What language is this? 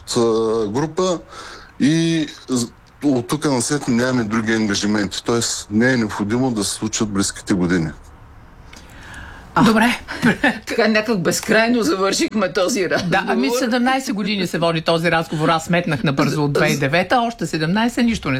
Bulgarian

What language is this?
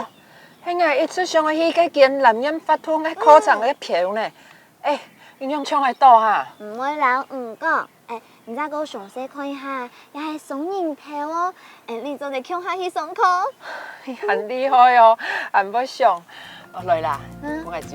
Hakka Chinese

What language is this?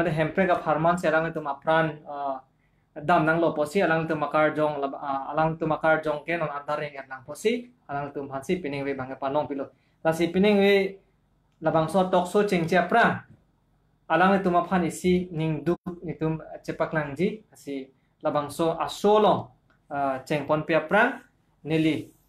Karbi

